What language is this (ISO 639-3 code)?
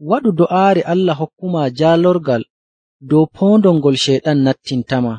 fuv